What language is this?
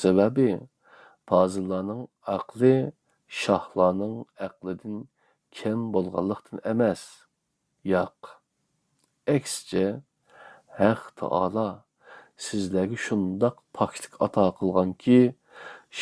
Uyghur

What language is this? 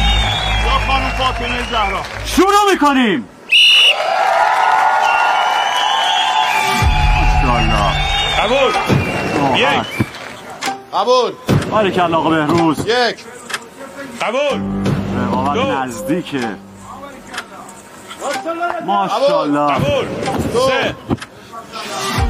Persian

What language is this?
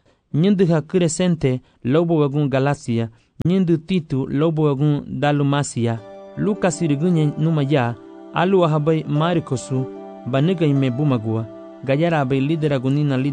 Garifuna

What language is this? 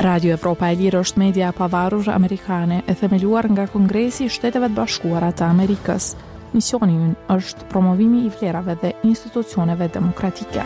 Albanian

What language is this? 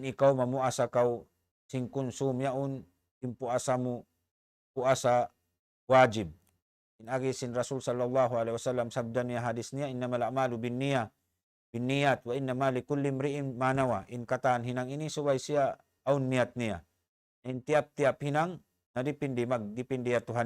Tausug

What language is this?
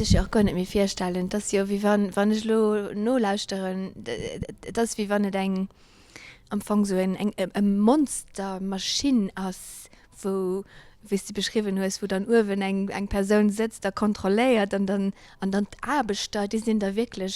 Luxembourgish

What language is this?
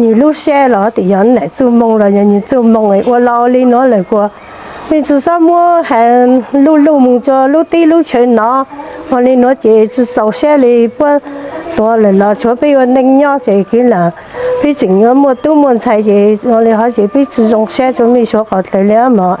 Hmong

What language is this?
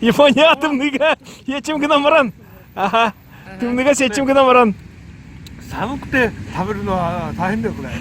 Yakut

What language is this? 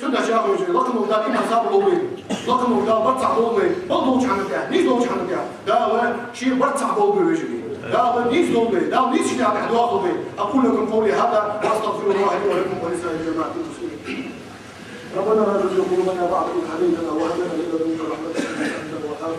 Ingush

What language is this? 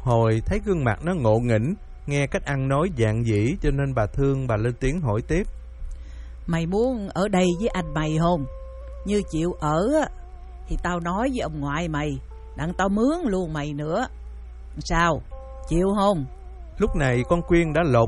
Vietnamese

